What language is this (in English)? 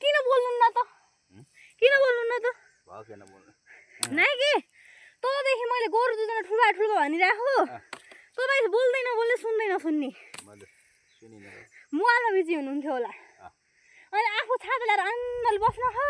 Nepali